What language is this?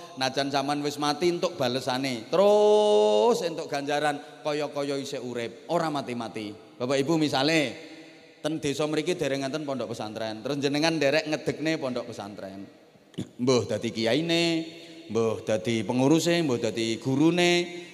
Javanese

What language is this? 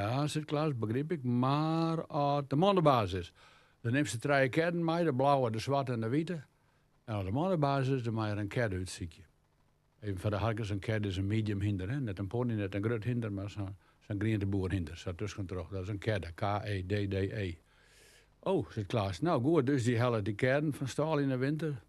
Western Frisian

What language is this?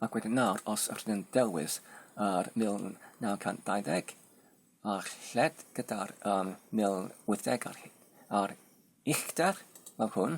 Welsh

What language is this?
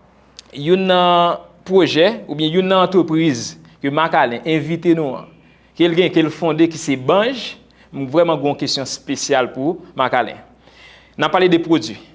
Haitian Creole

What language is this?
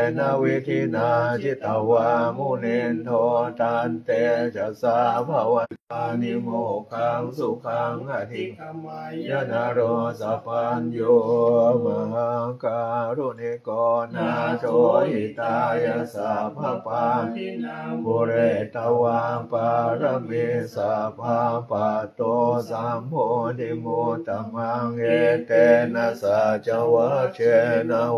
Pali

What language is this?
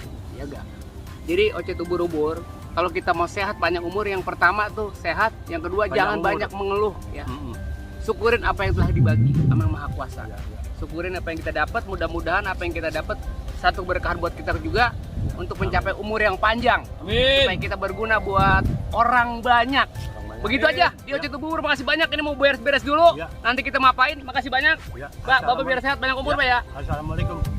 Betawi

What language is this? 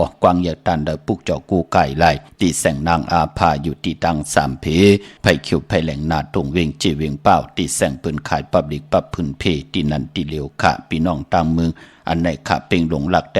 Shan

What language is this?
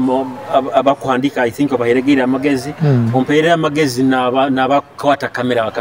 Nyoro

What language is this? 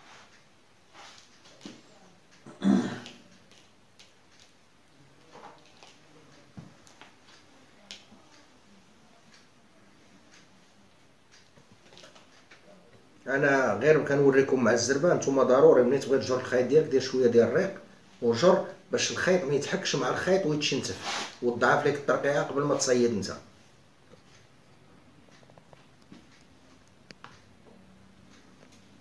Moroccan Arabic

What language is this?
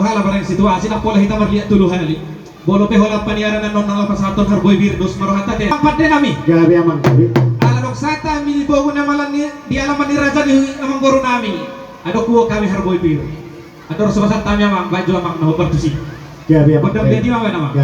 Batak Toba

